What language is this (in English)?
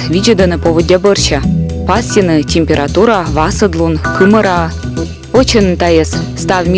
Komi